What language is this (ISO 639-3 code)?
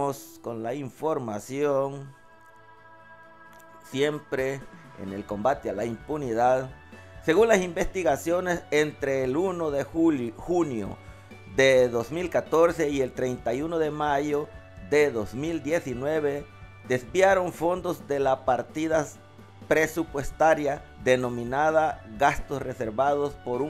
spa